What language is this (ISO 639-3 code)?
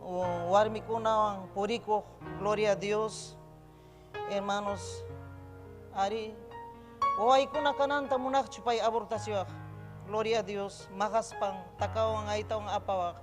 quy